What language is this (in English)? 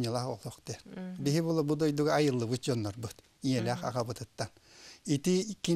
Yakut